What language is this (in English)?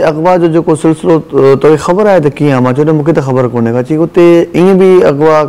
Sindhi